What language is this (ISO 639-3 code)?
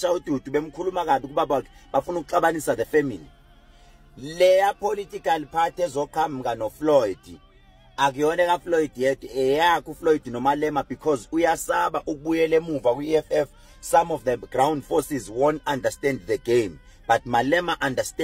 zul